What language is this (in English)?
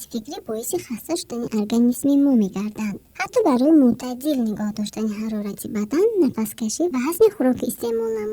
Tajik